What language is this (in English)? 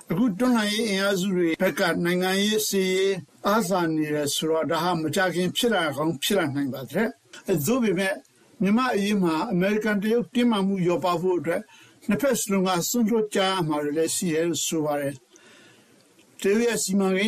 Burmese